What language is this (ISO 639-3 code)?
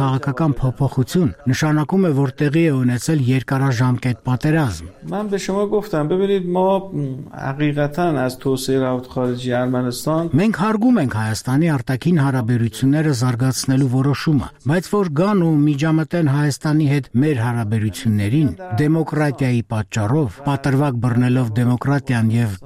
hye